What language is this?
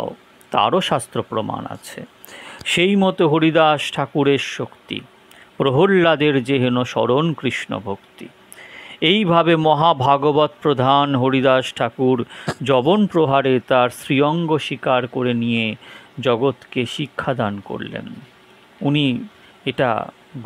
Bangla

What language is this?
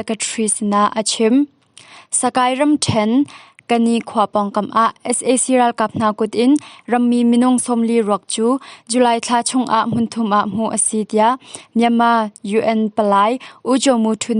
Hakha Chin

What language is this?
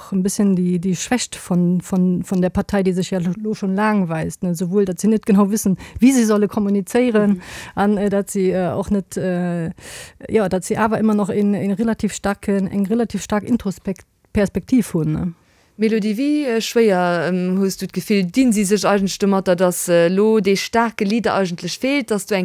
Luxembourgish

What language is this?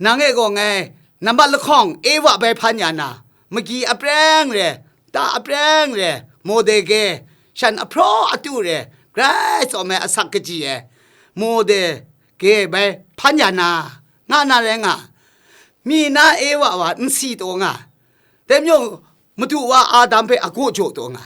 Kachin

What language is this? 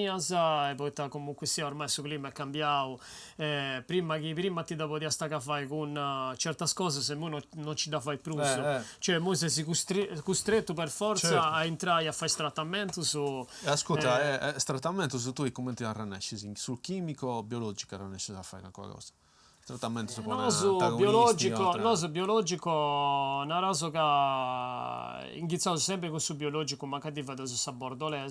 Sardinian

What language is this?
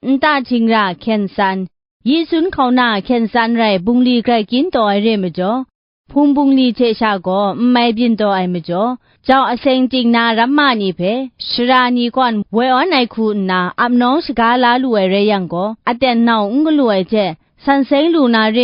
Kachin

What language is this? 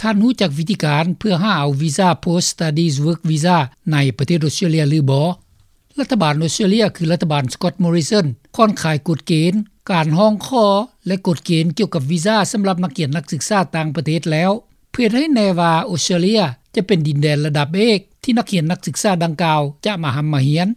Lao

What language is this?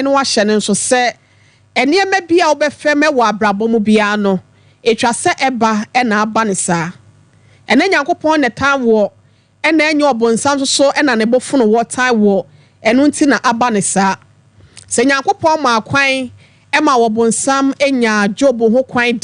Akan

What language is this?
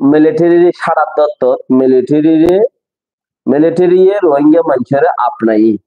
Rohingya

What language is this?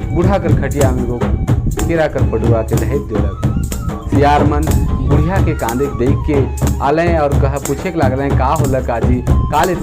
Sadri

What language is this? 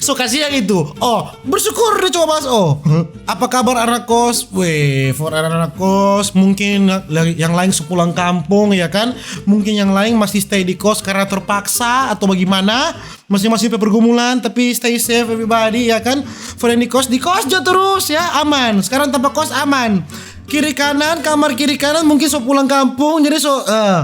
Manado Malay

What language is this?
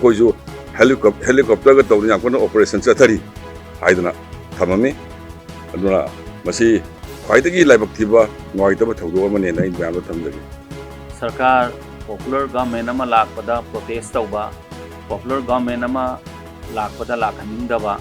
Manipuri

